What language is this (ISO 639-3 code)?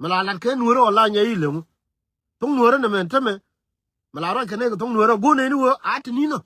nus